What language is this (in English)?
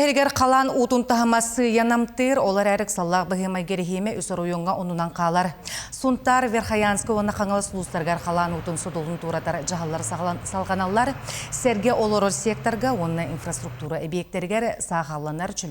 Yakut